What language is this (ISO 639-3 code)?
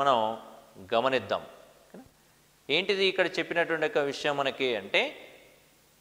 tel